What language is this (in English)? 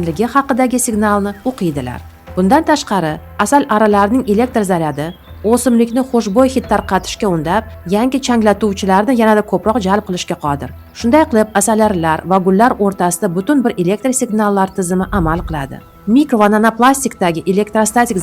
Uzbek